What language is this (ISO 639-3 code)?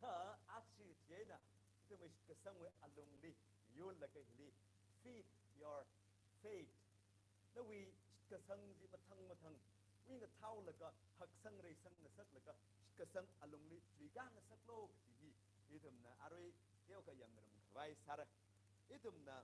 nmf